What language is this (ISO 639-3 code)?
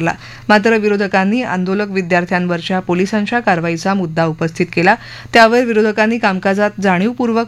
mar